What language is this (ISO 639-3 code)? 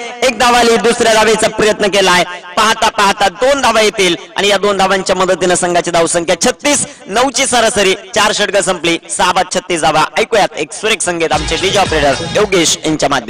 mar